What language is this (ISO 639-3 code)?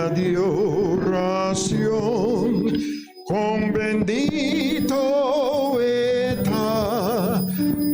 pap